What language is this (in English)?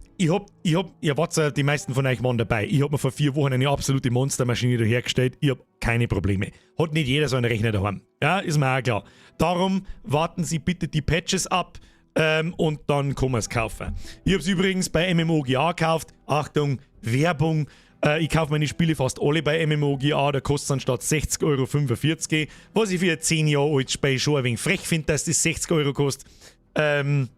Bavarian